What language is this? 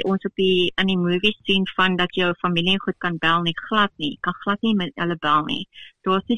Afrikaans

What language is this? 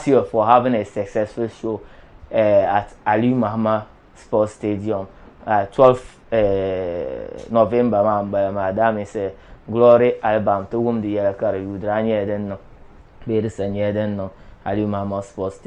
Dagbani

